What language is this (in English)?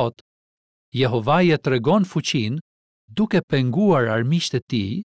Albanian